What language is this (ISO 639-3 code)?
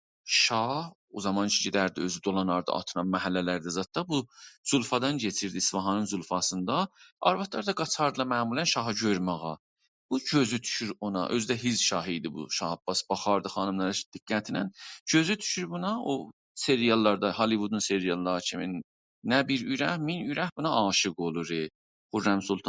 azb